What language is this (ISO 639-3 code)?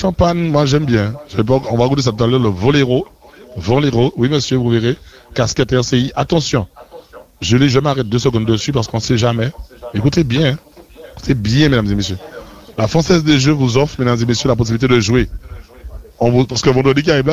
fra